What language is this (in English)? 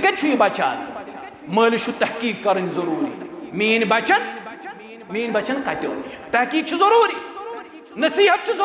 Kashmiri